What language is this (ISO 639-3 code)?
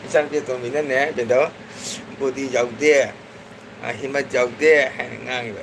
mni